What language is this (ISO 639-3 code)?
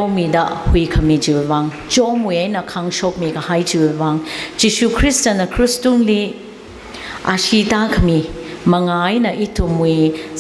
nmf